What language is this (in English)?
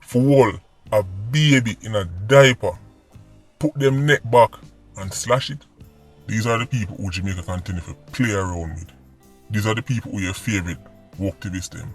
Jamaican Creole English